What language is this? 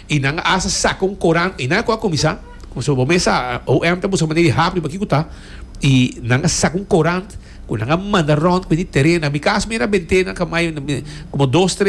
Papiamento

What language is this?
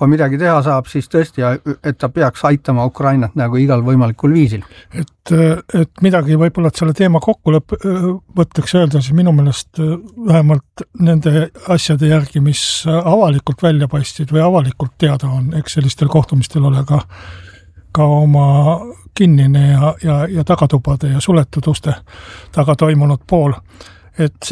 Estonian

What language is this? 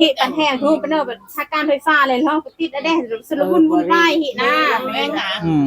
Northeastern Thai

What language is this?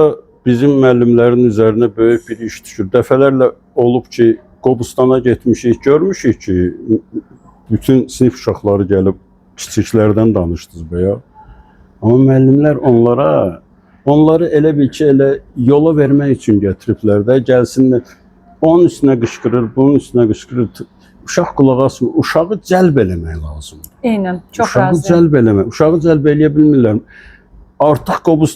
Azerbaijani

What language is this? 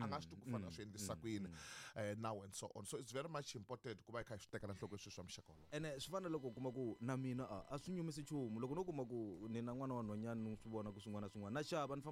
Tsonga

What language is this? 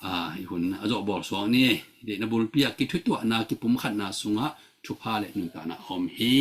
Tedim Chin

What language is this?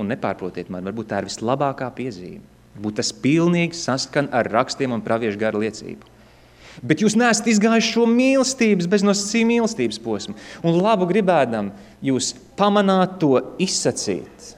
Latvian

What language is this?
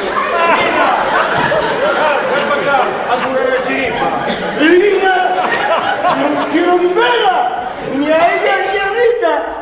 Asturian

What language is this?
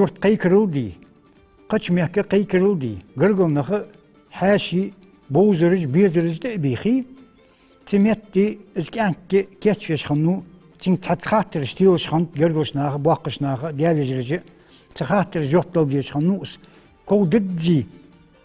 Ingush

